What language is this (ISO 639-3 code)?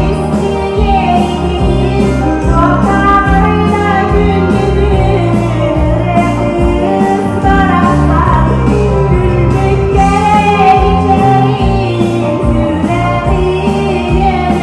sah